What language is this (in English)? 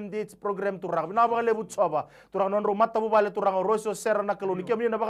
Fijian